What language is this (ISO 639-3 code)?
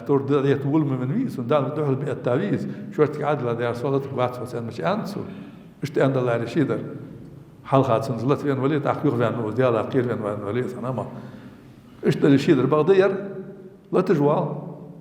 inh